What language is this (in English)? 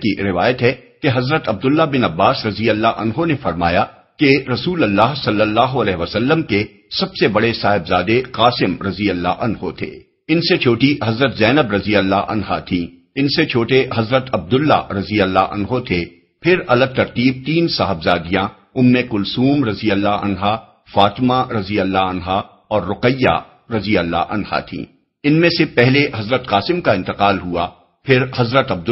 Urdu